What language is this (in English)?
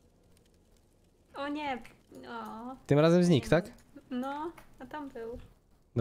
Polish